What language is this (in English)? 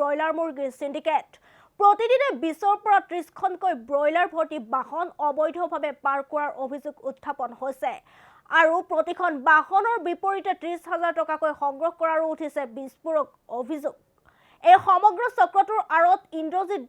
Assamese